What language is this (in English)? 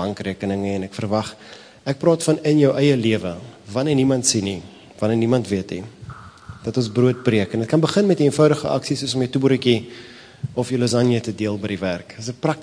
Afrikaans